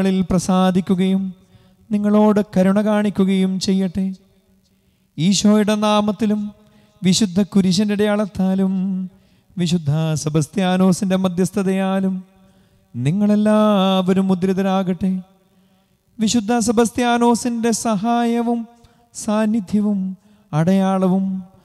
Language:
Malayalam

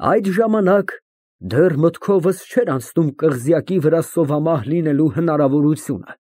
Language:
Armenian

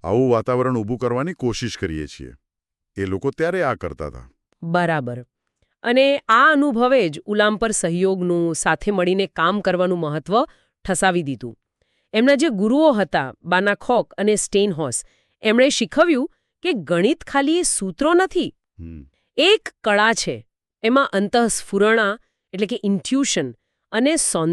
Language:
Gujarati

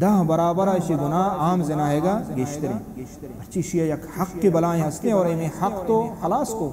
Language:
Baluchi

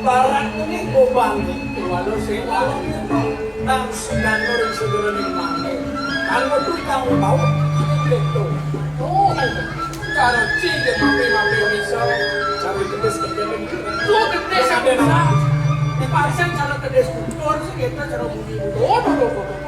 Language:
Balinese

